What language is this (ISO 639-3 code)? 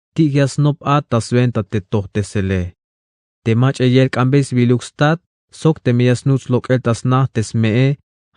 tzh